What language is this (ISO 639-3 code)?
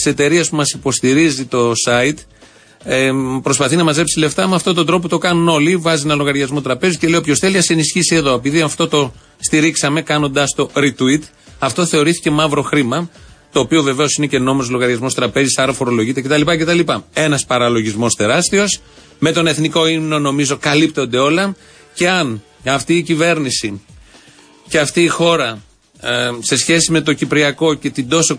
ell